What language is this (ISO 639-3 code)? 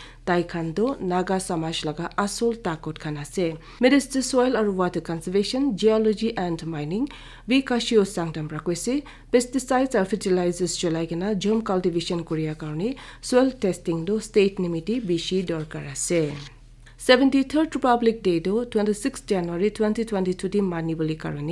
nag